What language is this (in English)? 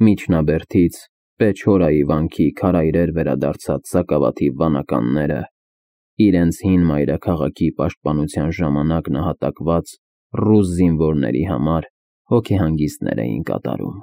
Armenian